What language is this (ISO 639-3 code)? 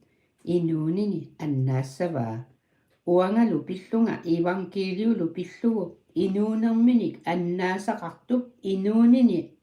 kal